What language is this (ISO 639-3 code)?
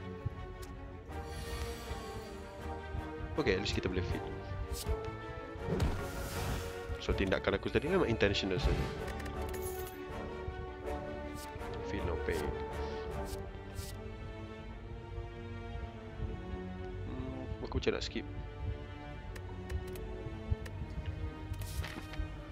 msa